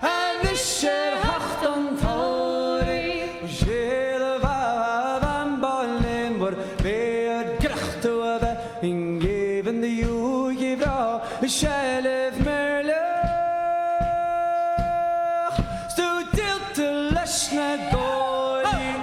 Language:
Irish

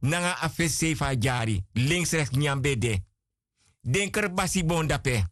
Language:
Sranan Tongo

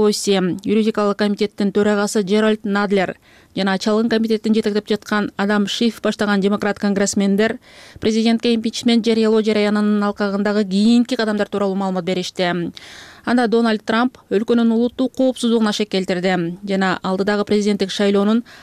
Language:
Kyrgyz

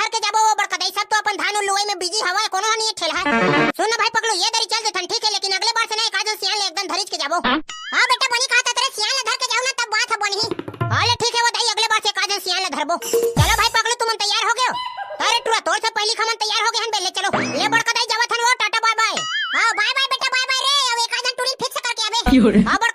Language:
Chhattisgarhi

